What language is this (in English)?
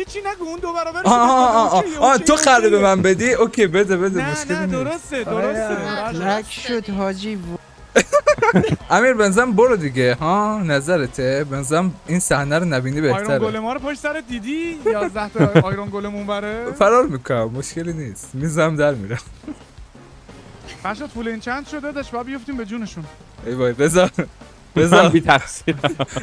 Persian